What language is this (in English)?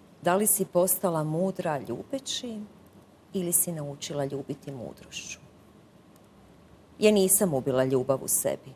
Croatian